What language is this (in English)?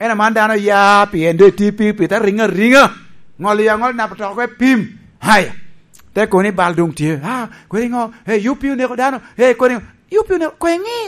Lango (Uganda)